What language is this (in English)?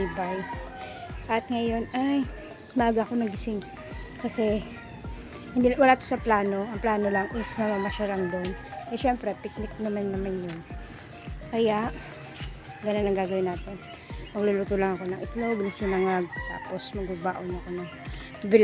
Filipino